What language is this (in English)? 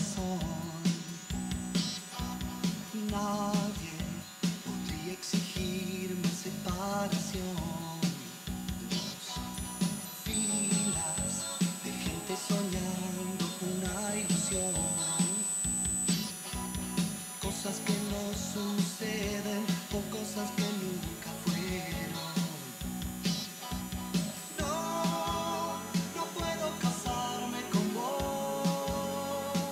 Spanish